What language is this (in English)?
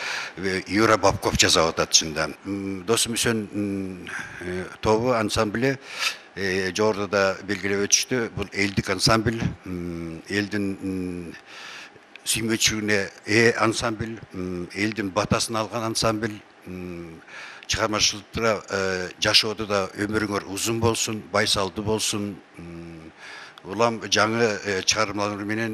Kyrgyz